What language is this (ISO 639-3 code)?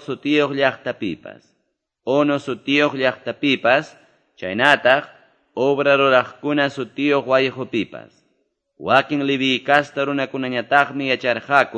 que